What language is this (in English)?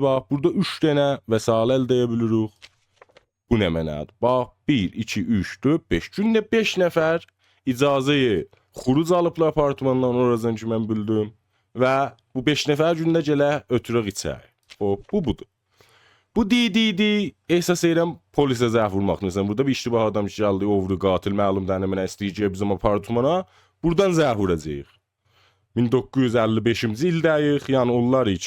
South Azerbaijani